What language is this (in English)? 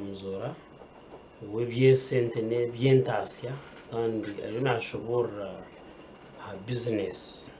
Nyankole